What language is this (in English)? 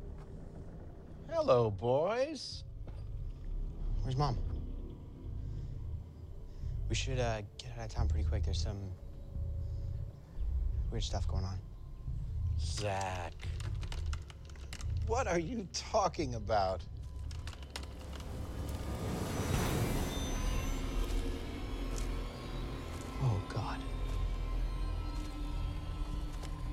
English